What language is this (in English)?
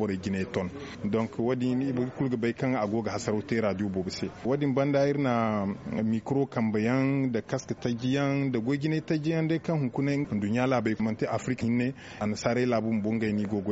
Zarma